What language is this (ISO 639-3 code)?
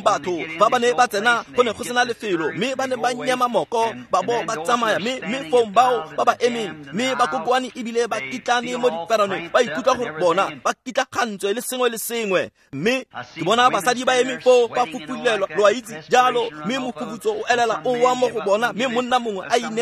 tsn